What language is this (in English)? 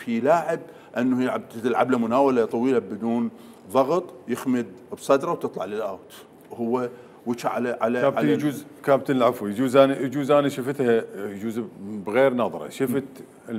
Mesopotamian Arabic